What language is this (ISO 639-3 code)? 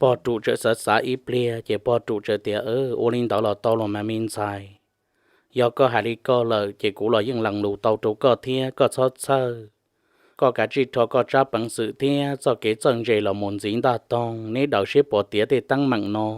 hmn